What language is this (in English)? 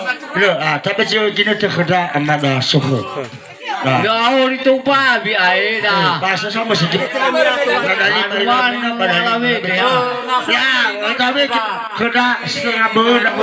Nias